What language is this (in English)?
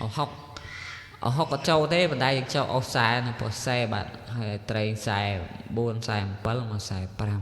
Khmer